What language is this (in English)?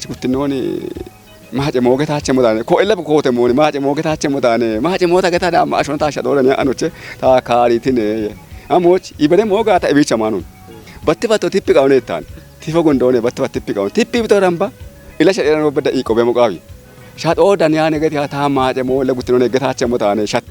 Kafa